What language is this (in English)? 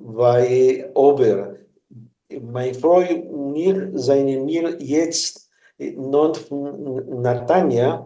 Yiddish